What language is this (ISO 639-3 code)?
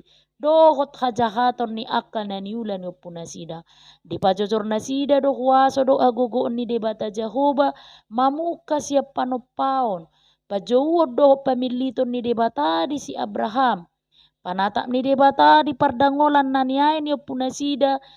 bbc